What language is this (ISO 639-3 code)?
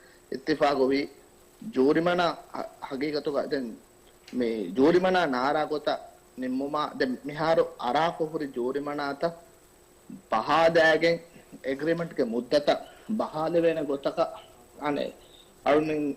div